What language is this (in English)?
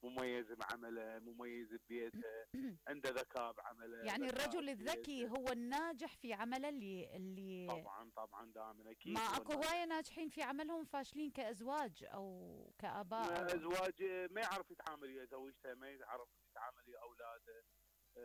Mesopotamian Arabic